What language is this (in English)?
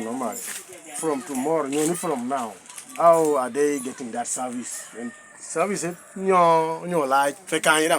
Lango (Uganda)